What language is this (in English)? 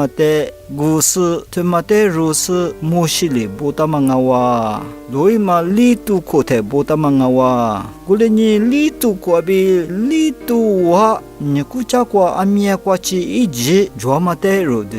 Lisu